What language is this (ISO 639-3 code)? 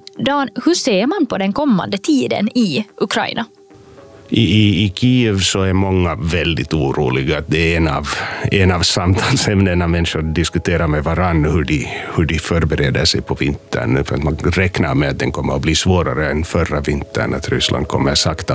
swe